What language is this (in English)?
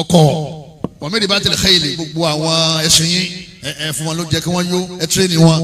Yoruba